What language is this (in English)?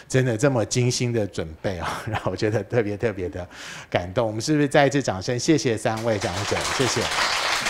Chinese